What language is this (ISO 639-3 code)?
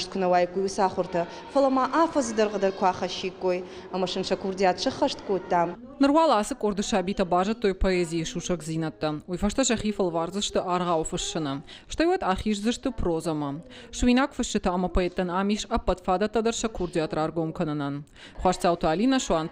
oss